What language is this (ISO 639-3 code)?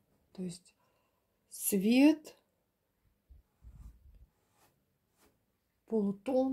rus